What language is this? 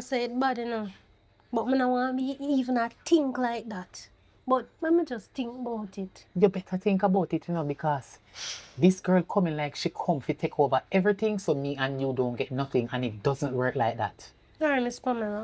Jamaican Creole English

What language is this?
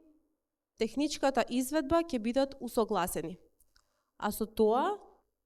Macedonian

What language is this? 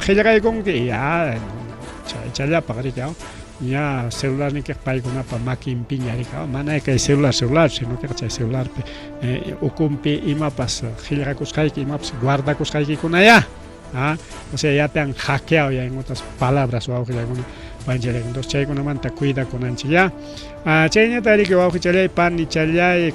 Ayacucho Quechua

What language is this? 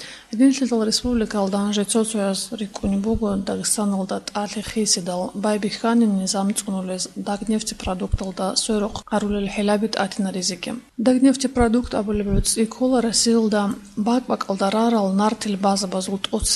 Avaric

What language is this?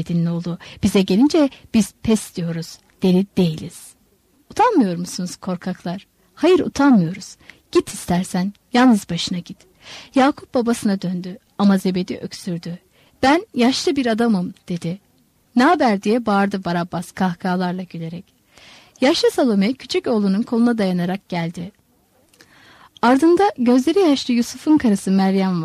Turkish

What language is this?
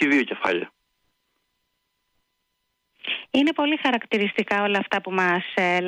Greek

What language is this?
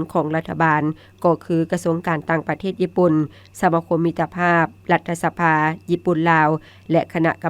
Lao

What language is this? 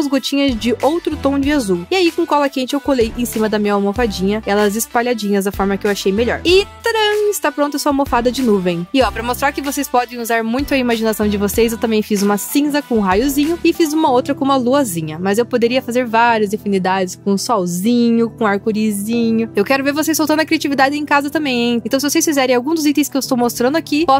Portuguese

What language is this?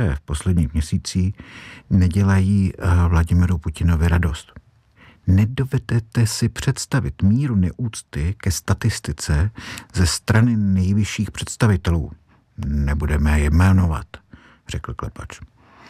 Czech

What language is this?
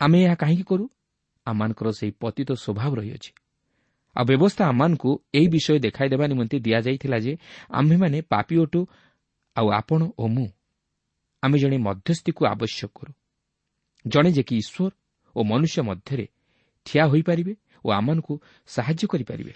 Odia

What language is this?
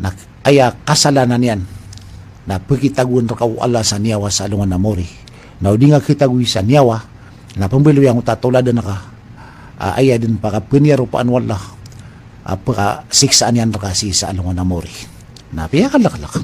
Maranao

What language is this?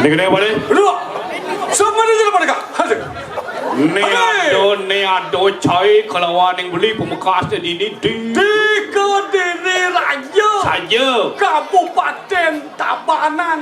Balinese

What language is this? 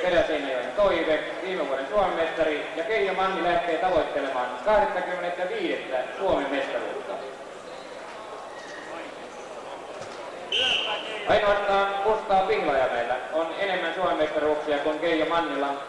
Finnish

